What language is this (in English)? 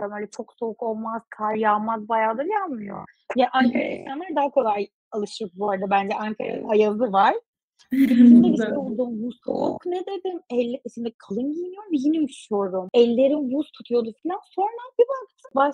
Turkish